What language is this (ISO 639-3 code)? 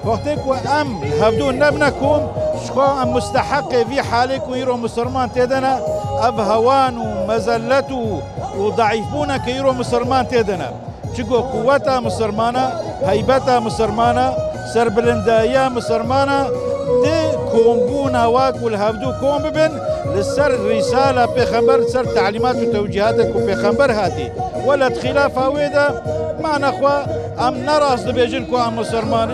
kur